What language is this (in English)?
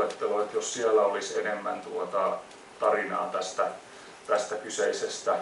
Finnish